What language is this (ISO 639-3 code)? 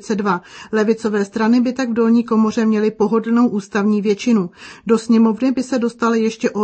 ces